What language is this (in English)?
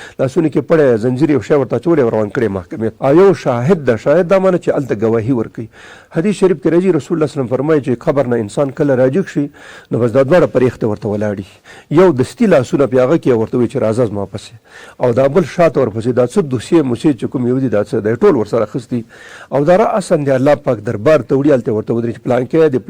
Pashto